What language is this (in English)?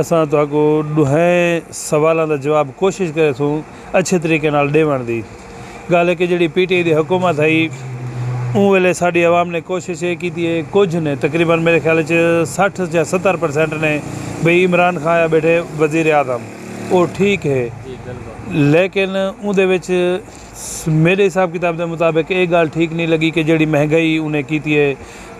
Saraiki